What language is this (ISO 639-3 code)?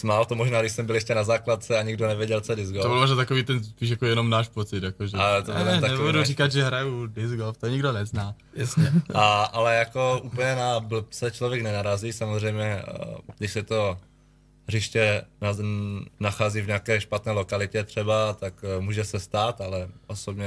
ces